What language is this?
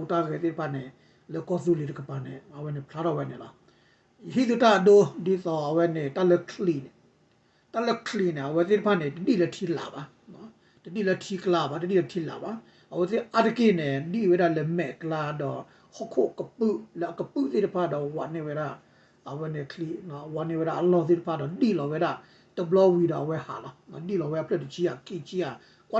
S'gaw Karen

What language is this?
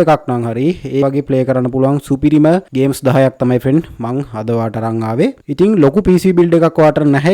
Sinhala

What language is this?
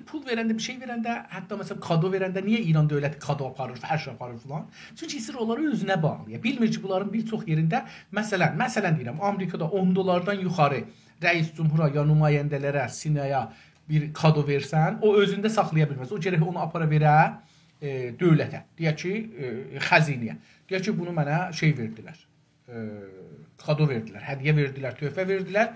South Azerbaijani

